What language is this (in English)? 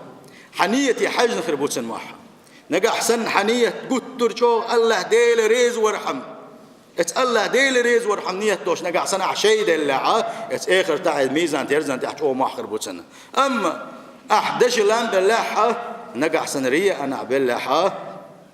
Chechen